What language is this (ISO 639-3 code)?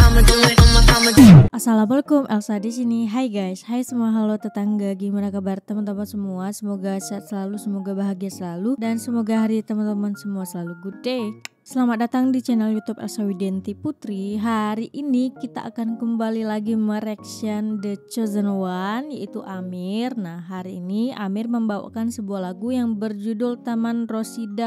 ind